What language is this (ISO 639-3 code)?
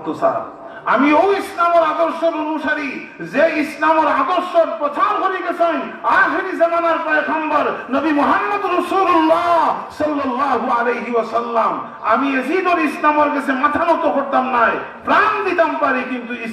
syl